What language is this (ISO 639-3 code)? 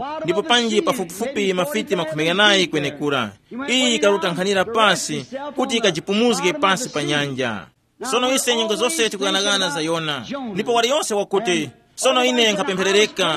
tum